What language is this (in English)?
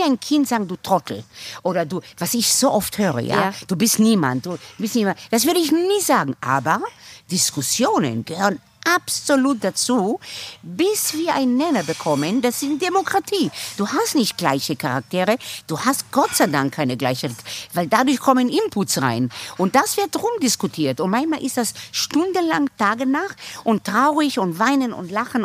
German